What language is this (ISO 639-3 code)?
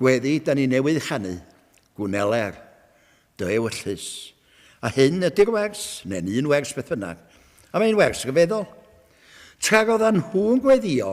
cym